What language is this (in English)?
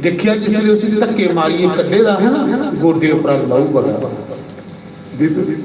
Dogri